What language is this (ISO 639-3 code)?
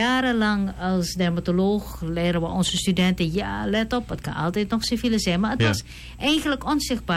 nld